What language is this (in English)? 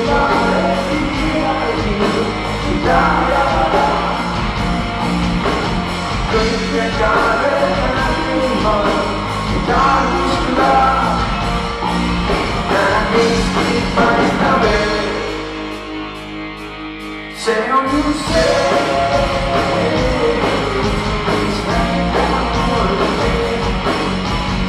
Estonian